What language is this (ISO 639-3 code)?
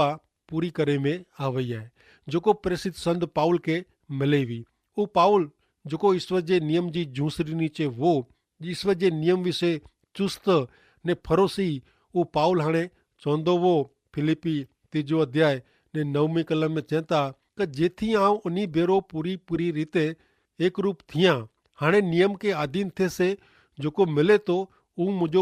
kfr